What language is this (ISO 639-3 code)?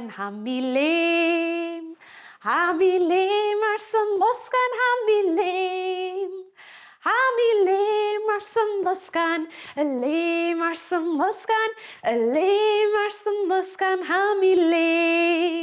gla